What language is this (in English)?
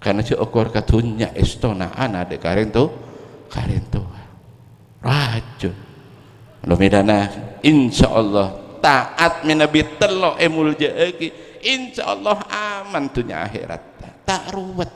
Madurese